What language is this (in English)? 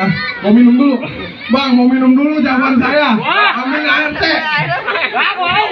Betawi